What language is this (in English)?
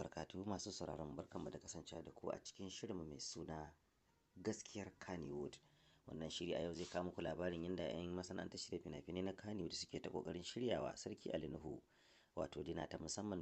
Hausa